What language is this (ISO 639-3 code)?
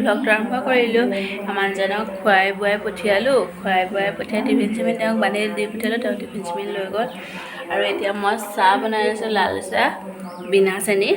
asm